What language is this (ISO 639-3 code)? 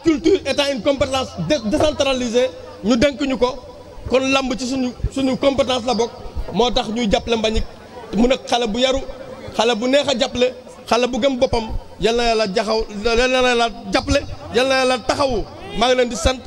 wol